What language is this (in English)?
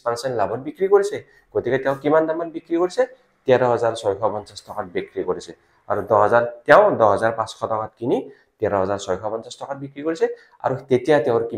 Assamese